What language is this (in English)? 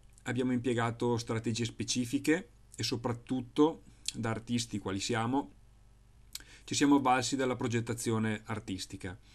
Italian